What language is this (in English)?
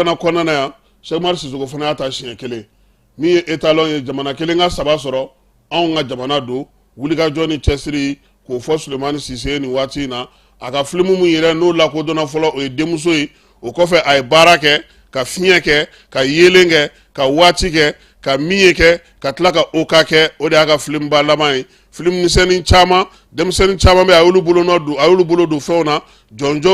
Bambara